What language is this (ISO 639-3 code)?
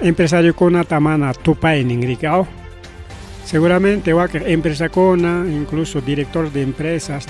quy